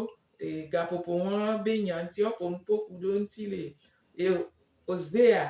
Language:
Gen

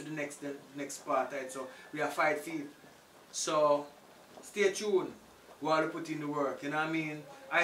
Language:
Jamaican Creole English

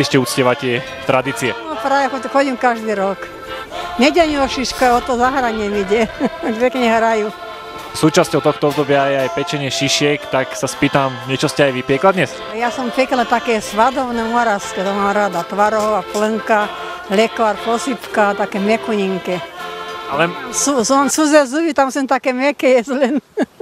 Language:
Slovak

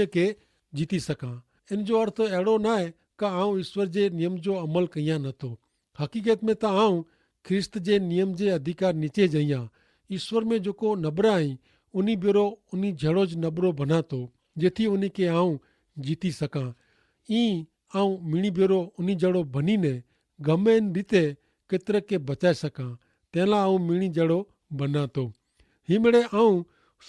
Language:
Kachhi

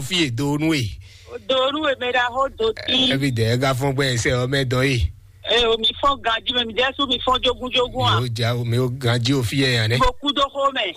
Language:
Fon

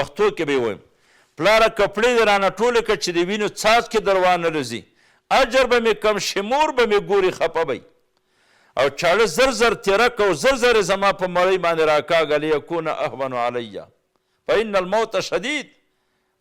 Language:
Pashto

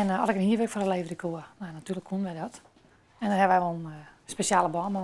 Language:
Western Frisian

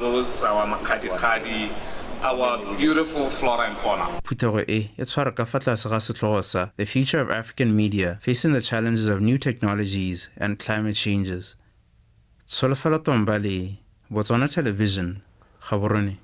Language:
Tswana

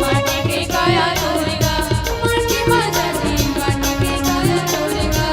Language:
Chhattisgarhi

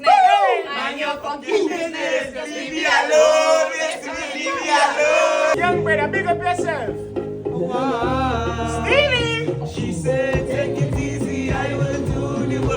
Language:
Jamaican Creole English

